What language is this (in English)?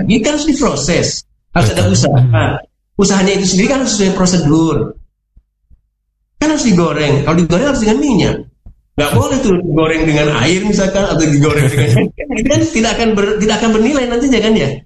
Indonesian